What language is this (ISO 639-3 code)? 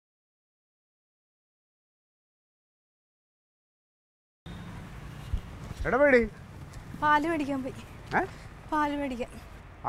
mal